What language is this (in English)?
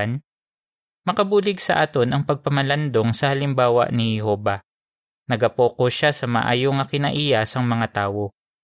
Hiligaynon